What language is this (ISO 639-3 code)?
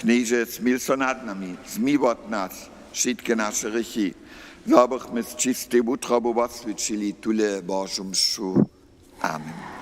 hsb